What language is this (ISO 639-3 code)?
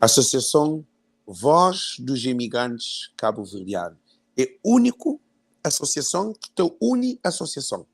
kea